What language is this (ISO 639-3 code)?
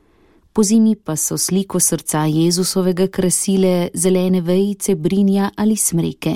slv